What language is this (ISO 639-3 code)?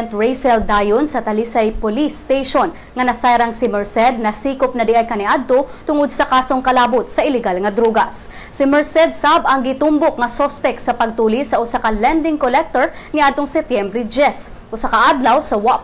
ceb